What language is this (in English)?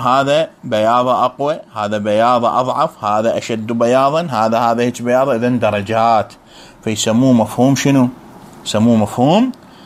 Mesopotamian Arabic